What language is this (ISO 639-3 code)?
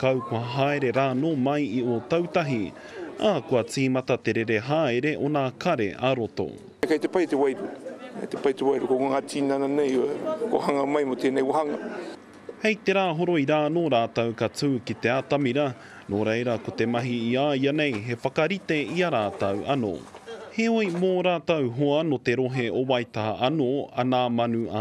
mri